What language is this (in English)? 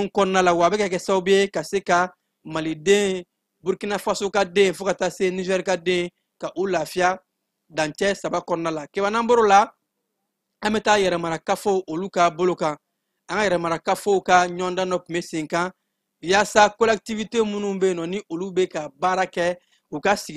Bambara